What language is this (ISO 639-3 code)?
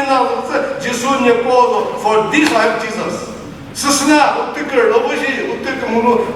nri